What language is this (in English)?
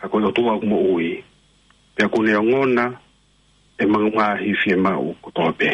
Tongan